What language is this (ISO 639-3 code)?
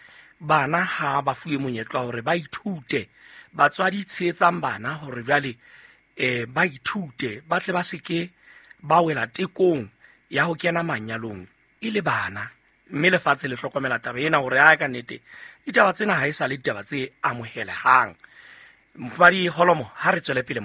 sot